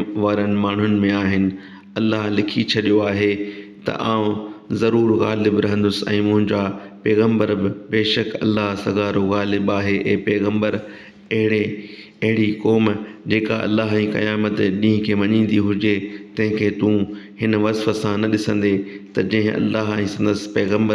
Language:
Sindhi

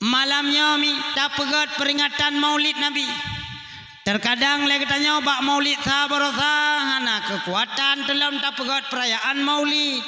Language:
Achinese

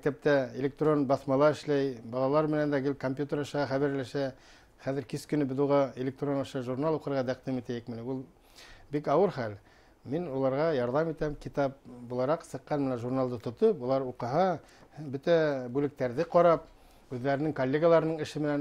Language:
Bashkir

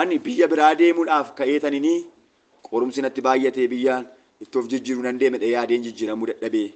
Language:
Oromo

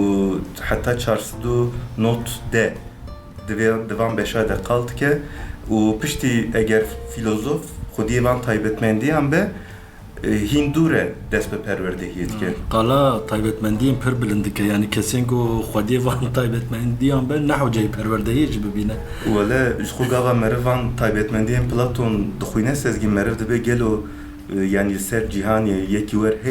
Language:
Kurdish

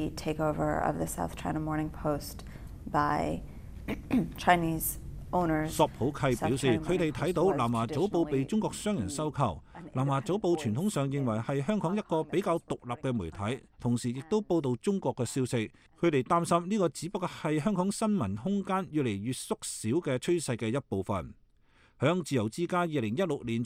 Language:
Cantonese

